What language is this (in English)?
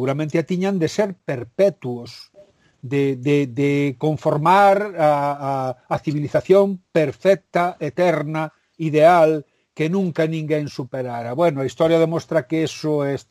Galician